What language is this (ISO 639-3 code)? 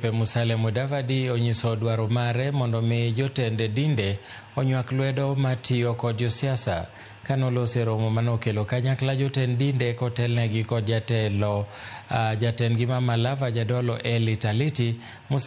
luo